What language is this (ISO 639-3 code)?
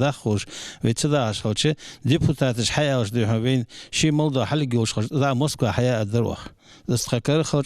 inh